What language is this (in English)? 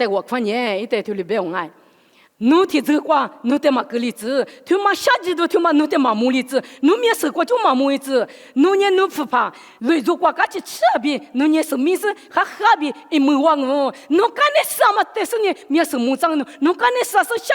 Lisu